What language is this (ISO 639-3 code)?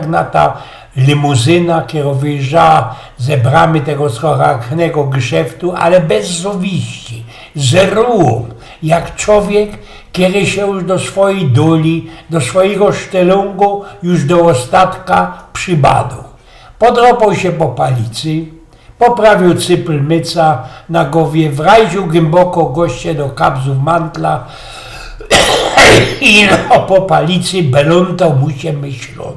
szl